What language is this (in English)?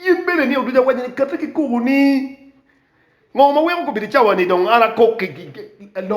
Acoli